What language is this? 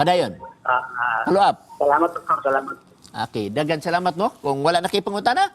Cebuano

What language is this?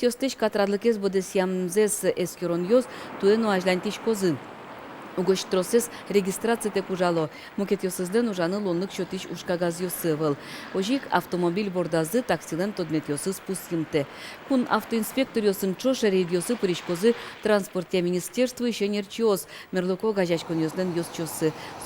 Udmurt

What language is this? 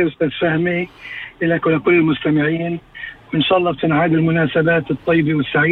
North Levantine Arabic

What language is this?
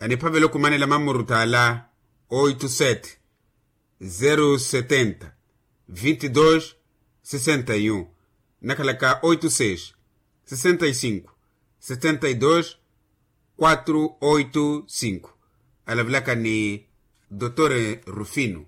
Makhuwa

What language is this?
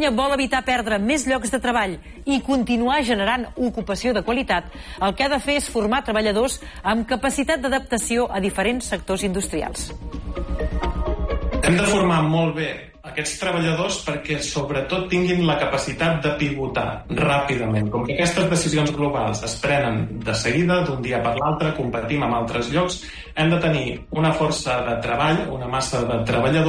Catalan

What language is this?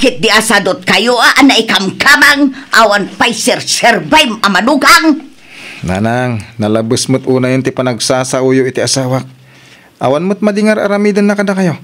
Iloko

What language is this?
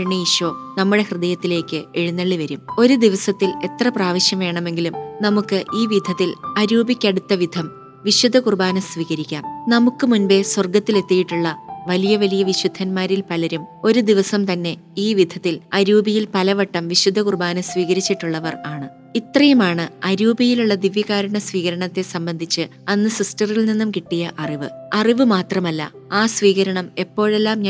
Malayalam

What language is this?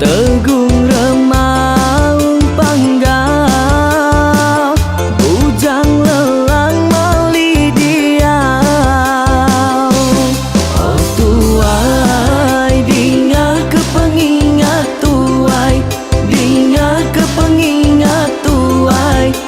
Iban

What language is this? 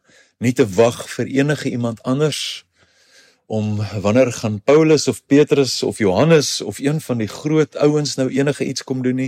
Afrikaans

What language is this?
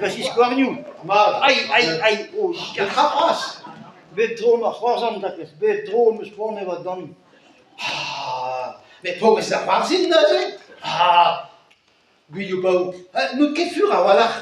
Breton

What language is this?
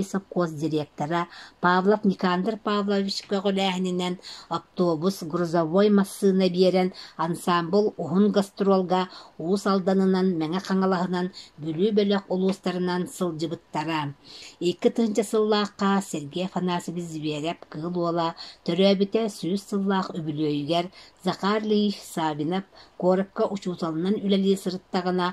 Yakut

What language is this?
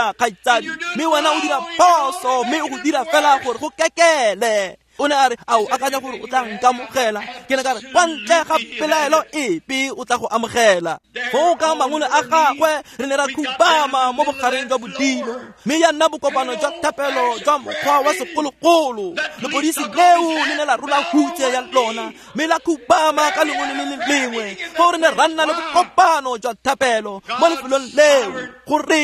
Tswana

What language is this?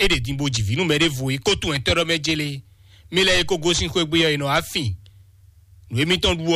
Fon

